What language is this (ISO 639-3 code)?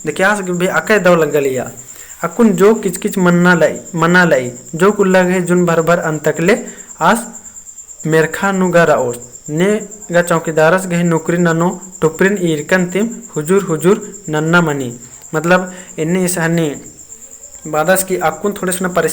kru